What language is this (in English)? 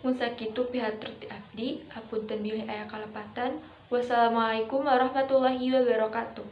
Sundanese